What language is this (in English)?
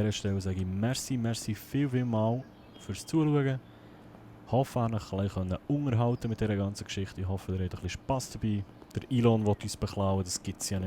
Swiss German